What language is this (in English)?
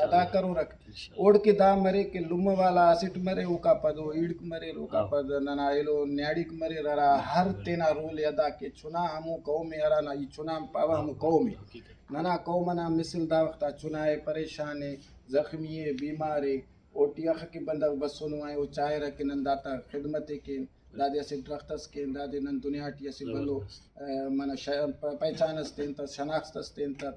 Brahui